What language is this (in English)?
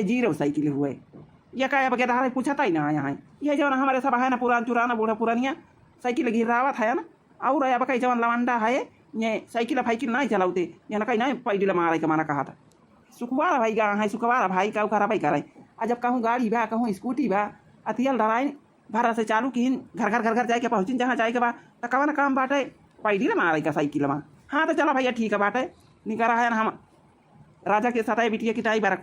Awadhi